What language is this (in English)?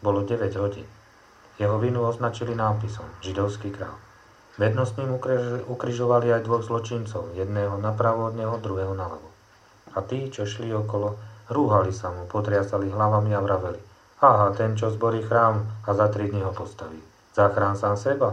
Slovak